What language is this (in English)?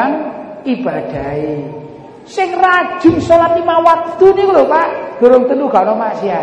Javanese